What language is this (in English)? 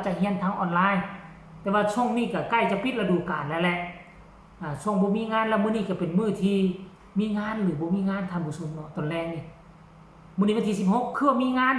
Northeastern Thai